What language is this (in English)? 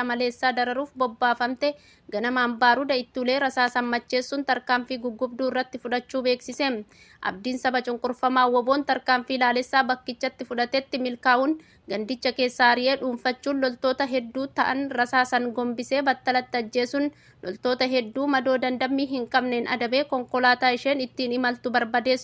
Oromo